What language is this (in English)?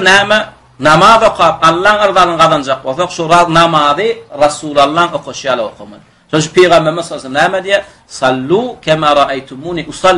Turkmen